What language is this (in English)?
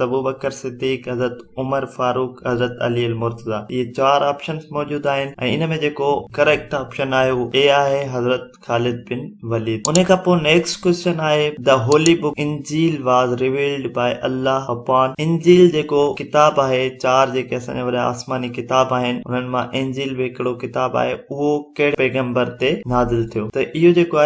Sindhi